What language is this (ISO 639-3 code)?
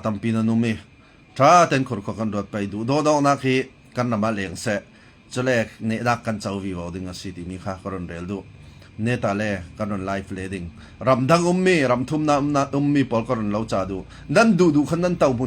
cfm